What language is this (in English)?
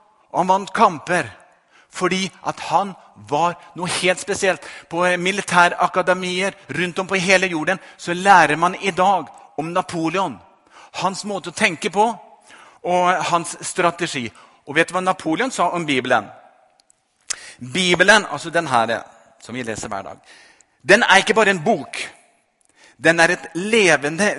Norwegian